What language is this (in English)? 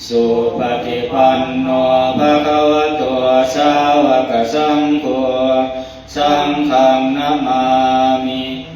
Pali